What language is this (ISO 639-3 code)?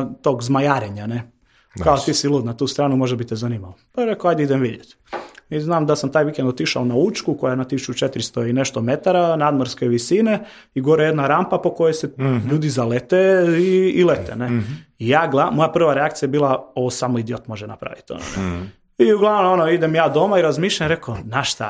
hrv